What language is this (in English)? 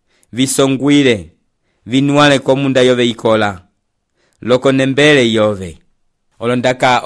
Umbundu